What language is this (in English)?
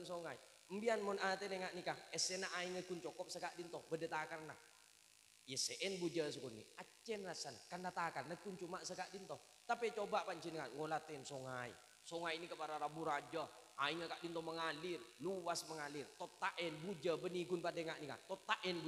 Madurese